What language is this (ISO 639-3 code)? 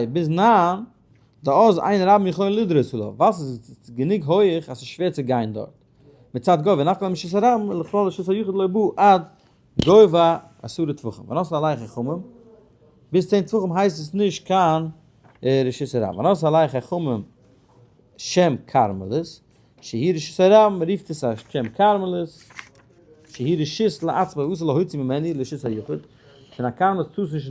yid